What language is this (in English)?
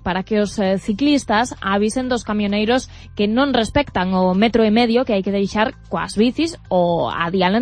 Galician